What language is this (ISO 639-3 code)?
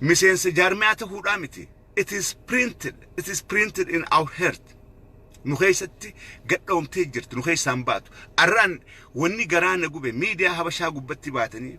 orm